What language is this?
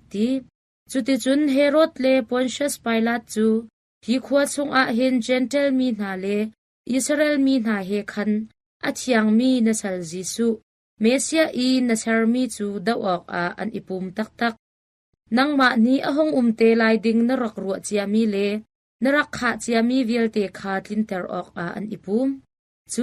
Hakha Chin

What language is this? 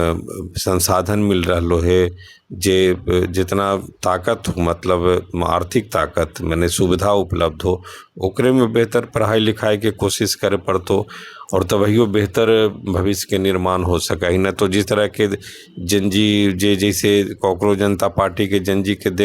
Magahi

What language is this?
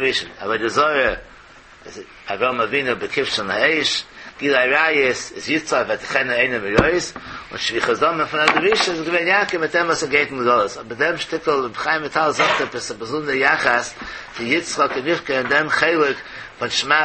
Yiddish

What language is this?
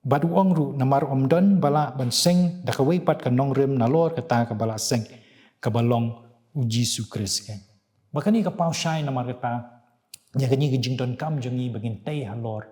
Khasi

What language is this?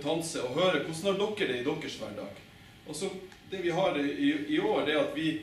Norwegian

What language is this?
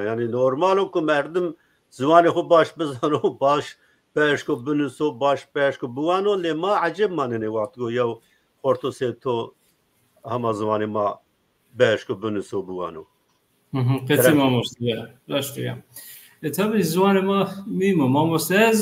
Zaza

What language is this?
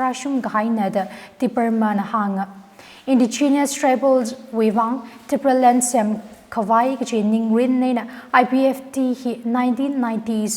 Tangkhul Naga (India)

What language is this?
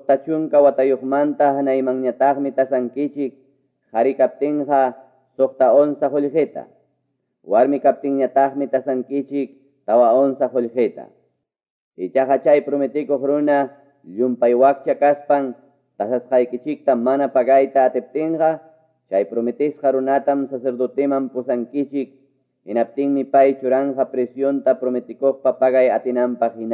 Ayacucho Quechua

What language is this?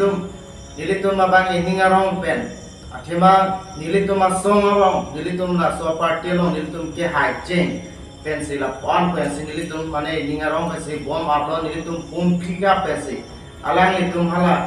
Karbi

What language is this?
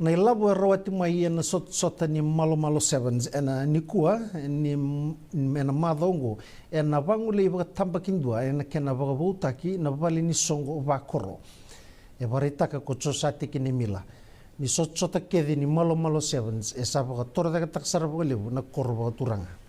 Fijian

